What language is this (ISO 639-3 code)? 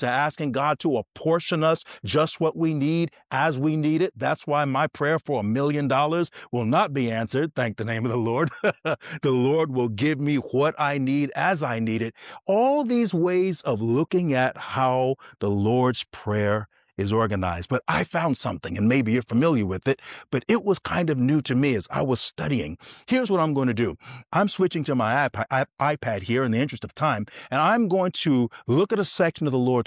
eng